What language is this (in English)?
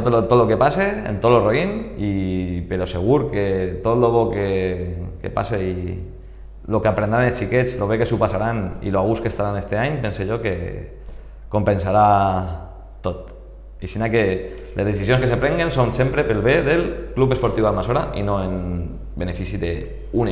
Catalan